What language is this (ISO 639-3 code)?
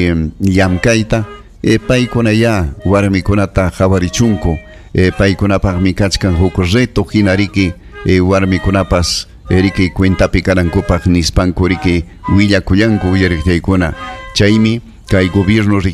quy